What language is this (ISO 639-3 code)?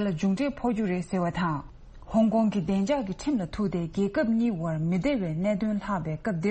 bod